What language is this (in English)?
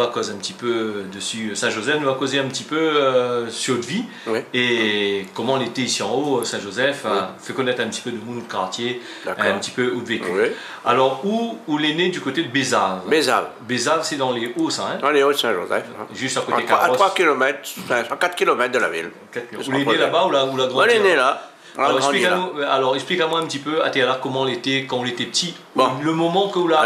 Réunion Creole French